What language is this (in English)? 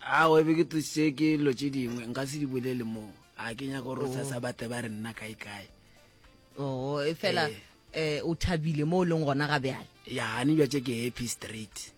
Northern Sotho